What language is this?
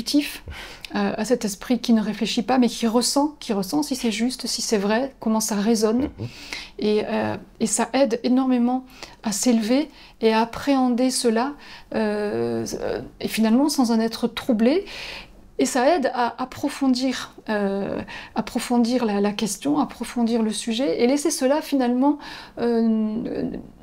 French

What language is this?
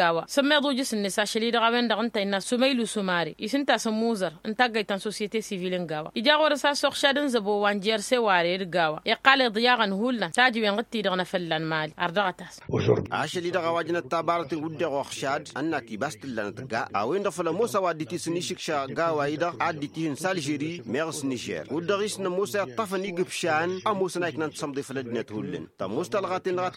Tamasheq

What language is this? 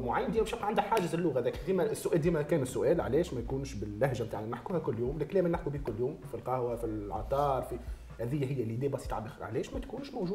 Tunisian Arabic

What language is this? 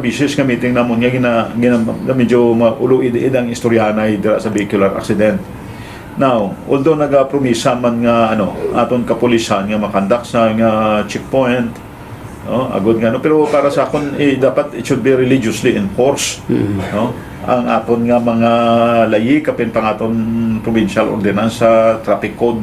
Hiligaynon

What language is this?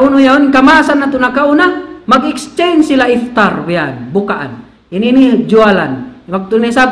Tausug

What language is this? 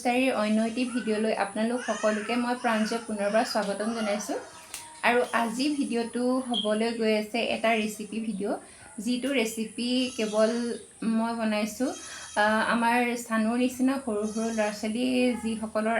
Assamese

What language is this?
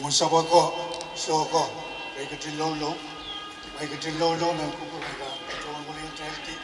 Pohnpeian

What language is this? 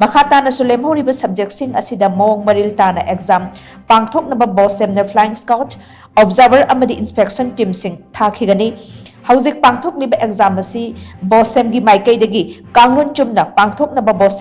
Manipuri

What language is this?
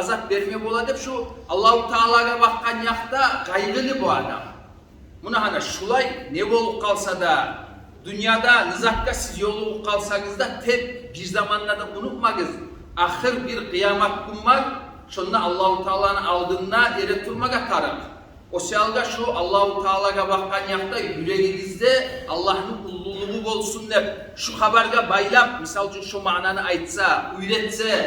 Kumyk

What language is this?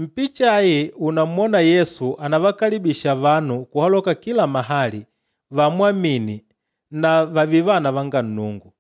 Makonde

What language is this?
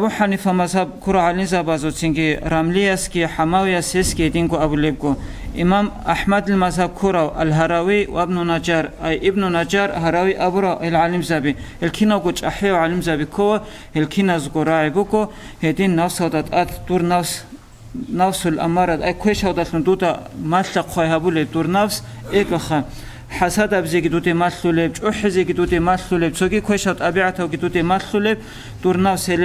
Avaric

